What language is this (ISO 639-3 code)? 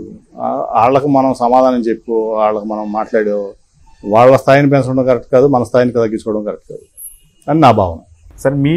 tel